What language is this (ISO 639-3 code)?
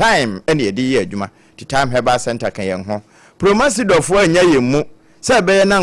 aka